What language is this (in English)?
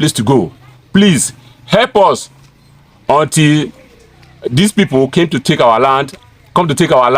Nigerian Pidgin